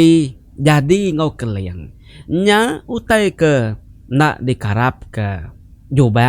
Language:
Iban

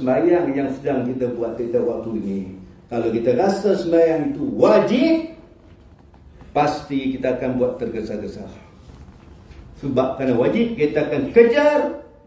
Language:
Malay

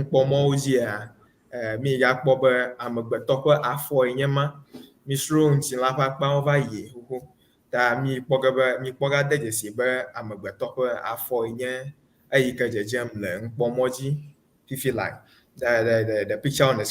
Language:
Ewe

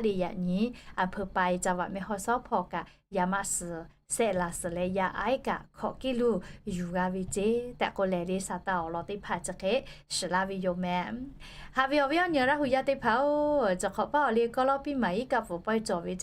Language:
Lahu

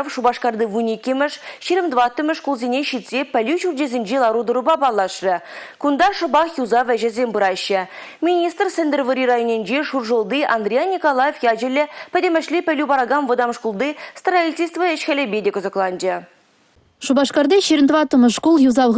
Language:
Chuvash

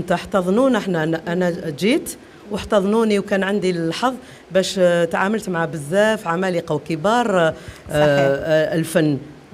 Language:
Algerian Arabic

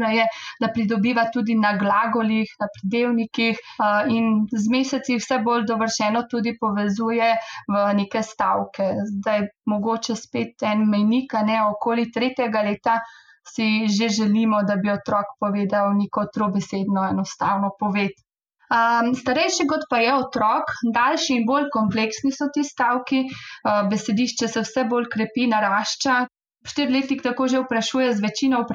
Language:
Slovenian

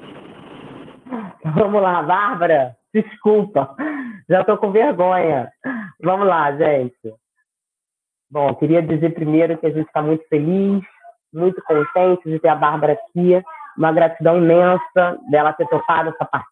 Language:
Portuguese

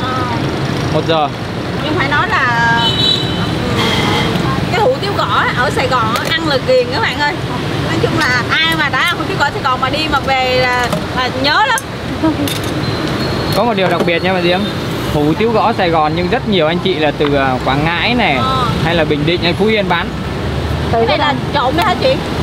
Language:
Vietnamese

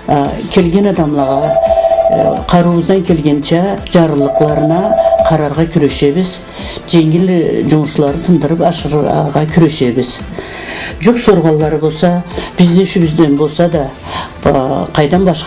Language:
Karachay-Balkar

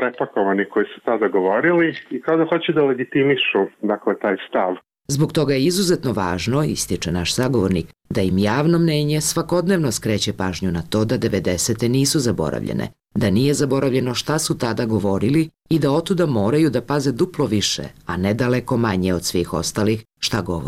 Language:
Serbian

